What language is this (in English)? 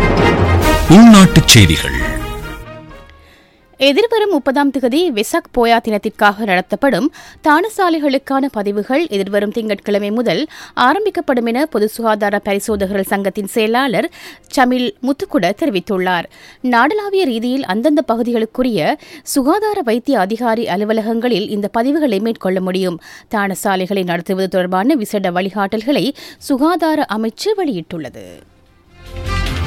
Tamil